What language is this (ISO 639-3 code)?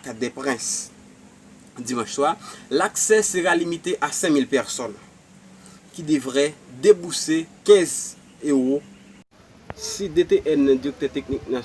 hat